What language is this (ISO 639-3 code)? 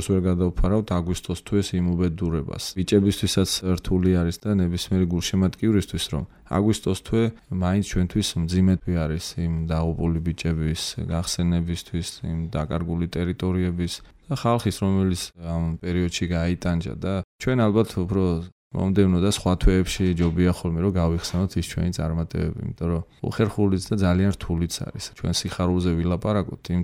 kat